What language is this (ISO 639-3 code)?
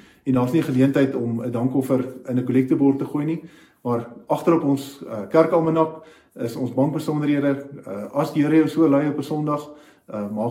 afr